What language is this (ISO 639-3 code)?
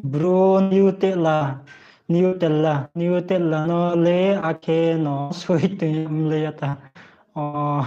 ria